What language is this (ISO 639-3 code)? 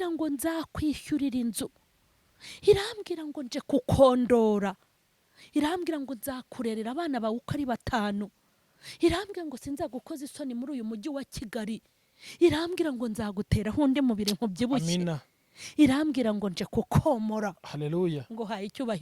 kin